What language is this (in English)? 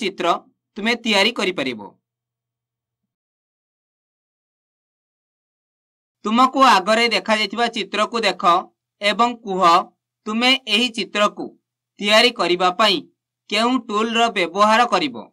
Odia